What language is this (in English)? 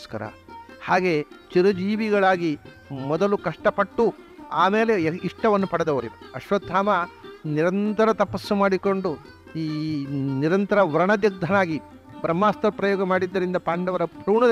Kannada